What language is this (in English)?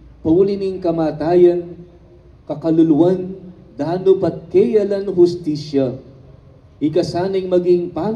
Pampanga